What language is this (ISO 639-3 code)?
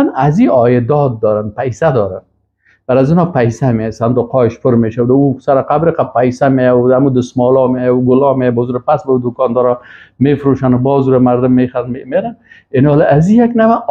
fas